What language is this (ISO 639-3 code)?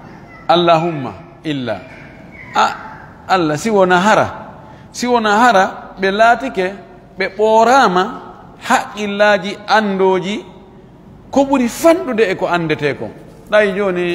ful